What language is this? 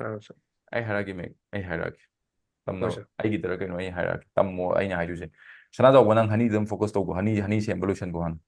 Manipuri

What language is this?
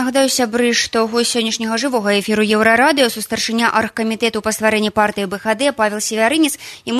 Belarusian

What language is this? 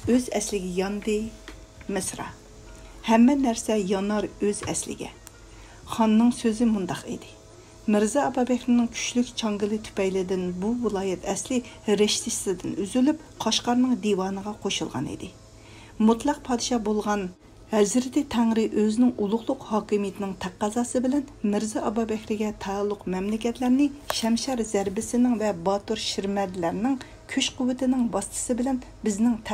Uyghur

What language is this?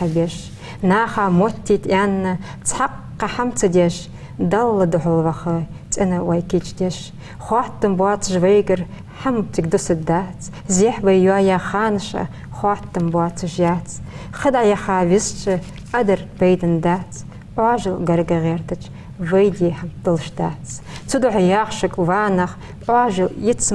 Ingush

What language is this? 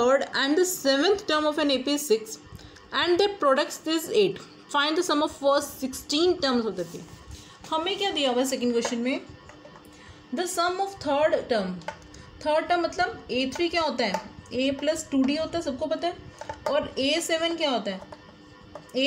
Hindi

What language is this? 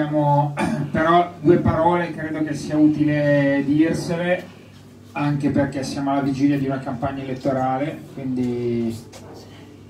Italian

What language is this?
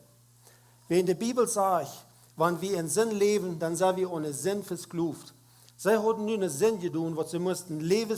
Plautdietsch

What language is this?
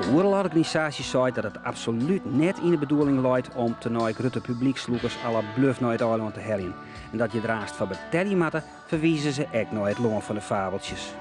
Western Frisian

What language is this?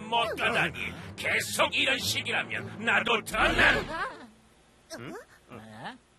Korean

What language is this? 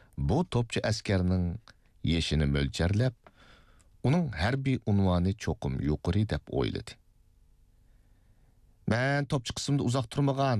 Uyghur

